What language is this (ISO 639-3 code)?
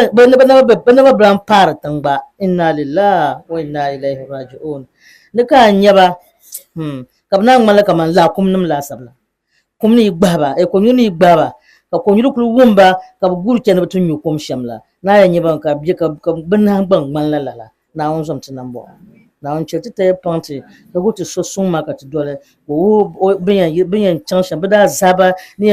dag